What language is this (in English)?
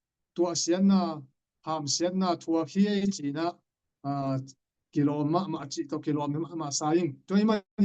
Tedim Chin